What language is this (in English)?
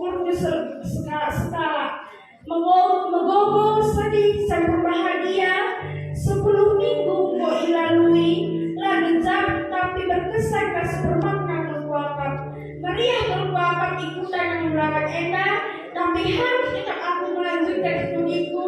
Batak Karo